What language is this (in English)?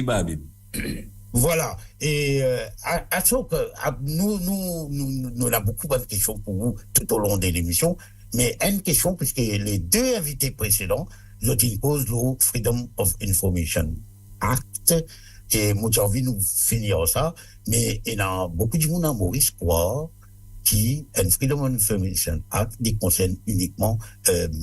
Morisyen